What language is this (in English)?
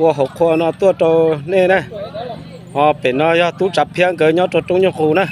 Hmong